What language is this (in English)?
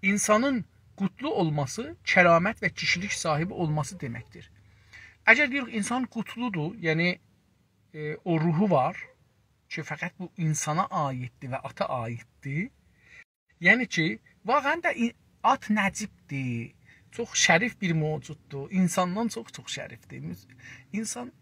South Azerbaijani